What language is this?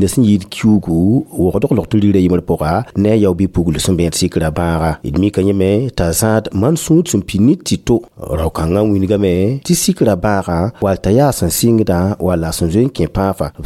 Mossi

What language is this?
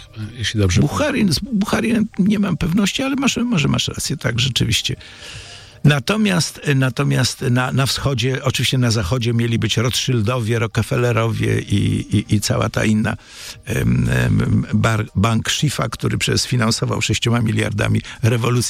Polish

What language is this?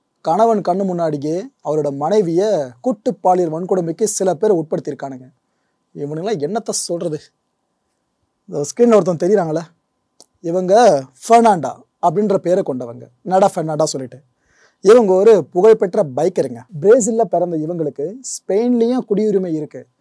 Tamil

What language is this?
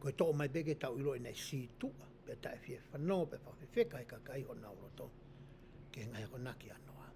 Tongan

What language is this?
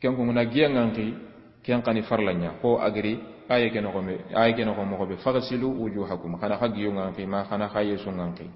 Soninke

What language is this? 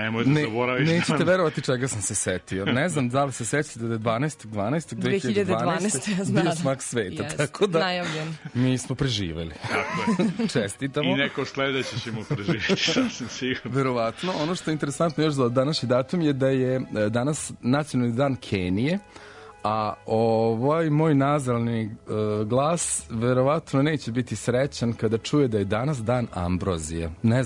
Serbian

